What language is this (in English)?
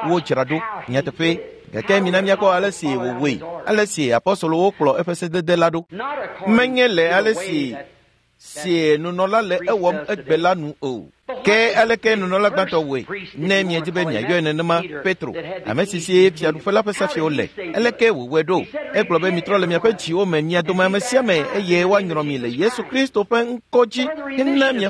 Ewe